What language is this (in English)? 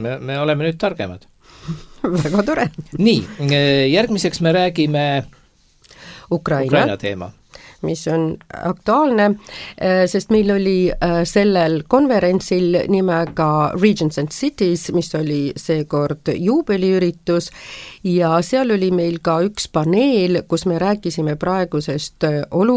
Estonian